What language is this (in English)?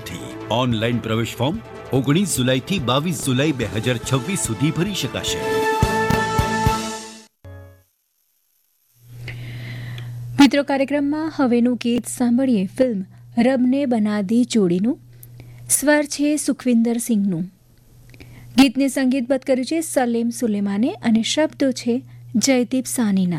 Gujarati